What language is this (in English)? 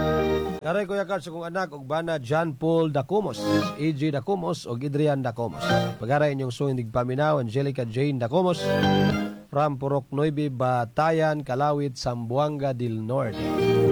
Cebuano